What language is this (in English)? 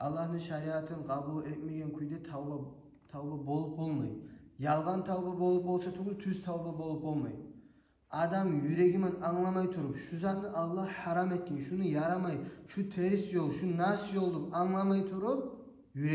Kumyk